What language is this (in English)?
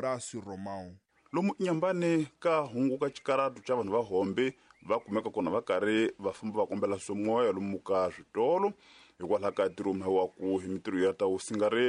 Tsonga